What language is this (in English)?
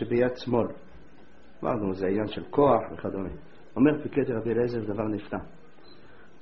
Hebrew